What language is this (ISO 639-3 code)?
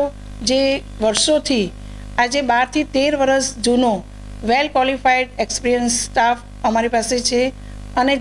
guj